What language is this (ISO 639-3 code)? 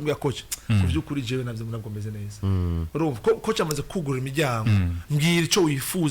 run